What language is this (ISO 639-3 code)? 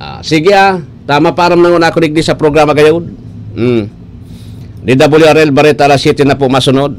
bik